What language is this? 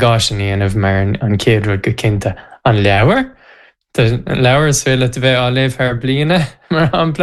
Irish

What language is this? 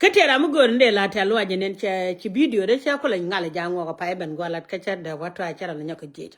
Nuer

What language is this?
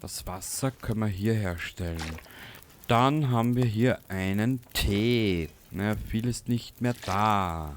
Bavarian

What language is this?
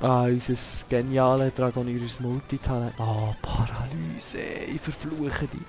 Swiss German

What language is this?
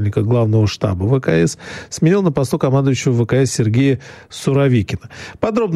Russian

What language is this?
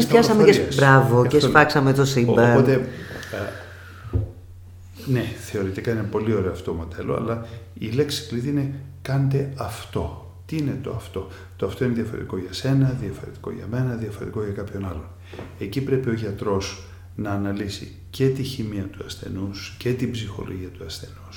Greek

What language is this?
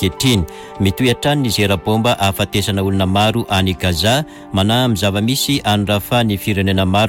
Malagasy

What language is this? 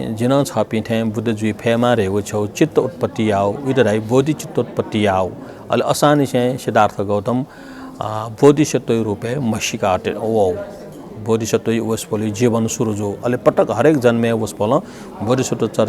Newari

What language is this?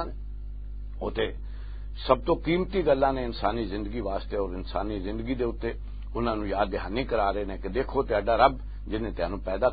Western Panjabi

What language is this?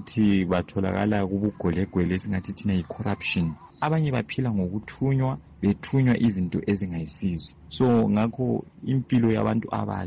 North Ndebele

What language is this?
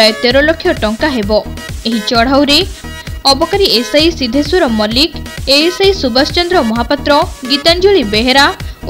Odia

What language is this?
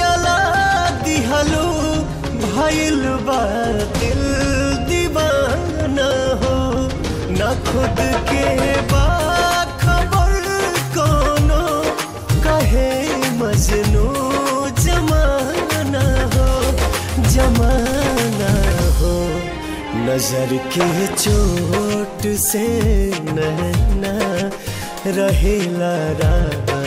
Bhojpuri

